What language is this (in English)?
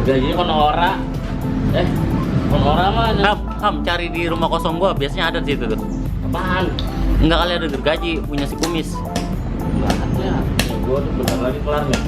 Betawi